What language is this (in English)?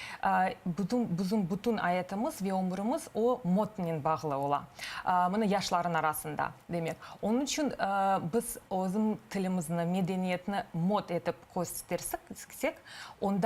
Crimean Tatar